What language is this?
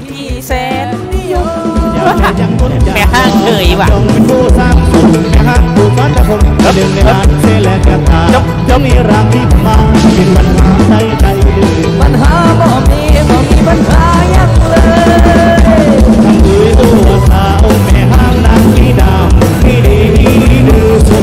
Thai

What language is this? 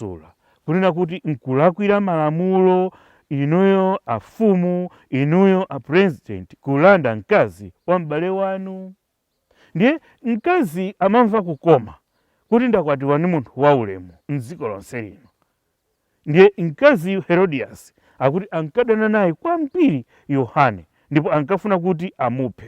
Nyanja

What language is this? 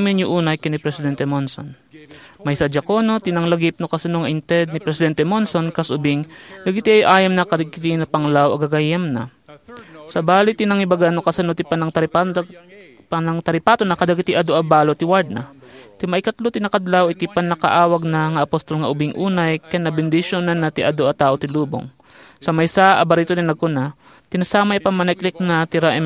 Iloko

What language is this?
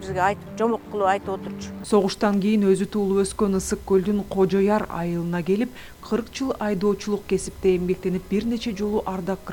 Kyrgyz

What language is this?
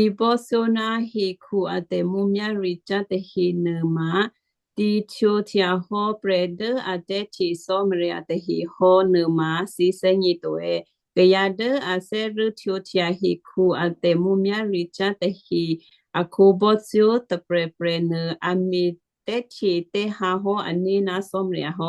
Western Kayah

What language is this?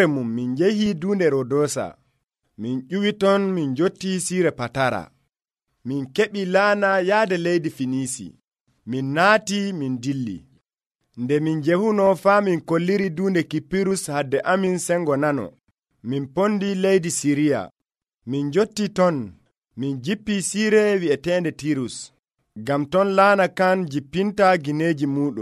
Nigerian Fulfulde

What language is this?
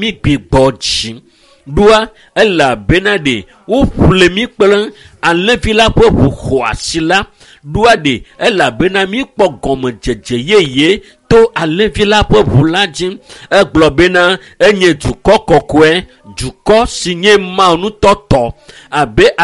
Ewe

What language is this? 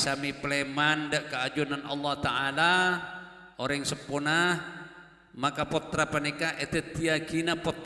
Madurese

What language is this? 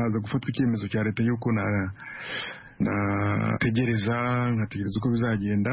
Kinyarwanda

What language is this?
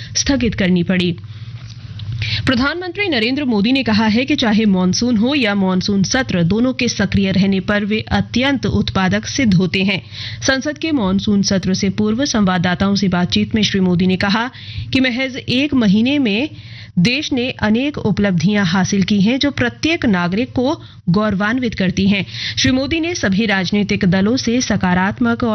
Hindi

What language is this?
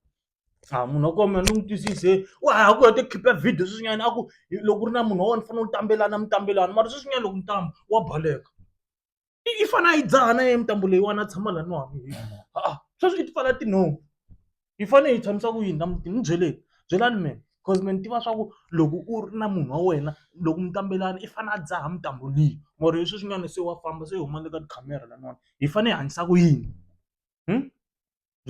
Tsonga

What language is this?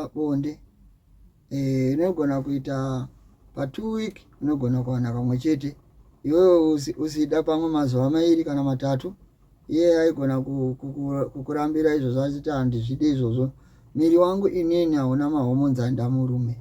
Shona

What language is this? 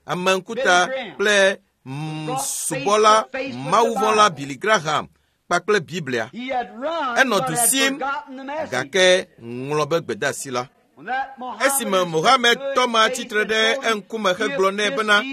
Ewe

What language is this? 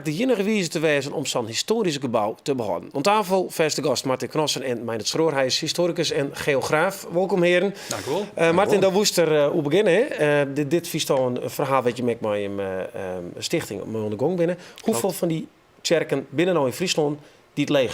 Western Frisian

